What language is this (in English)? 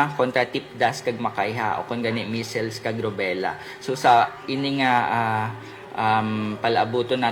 Hiligaynon